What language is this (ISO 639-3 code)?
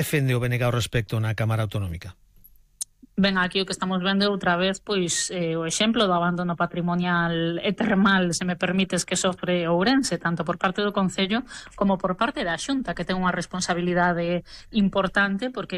glg